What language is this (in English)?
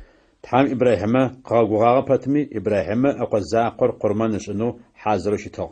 Adyghe